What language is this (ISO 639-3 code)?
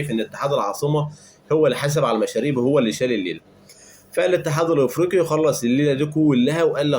arz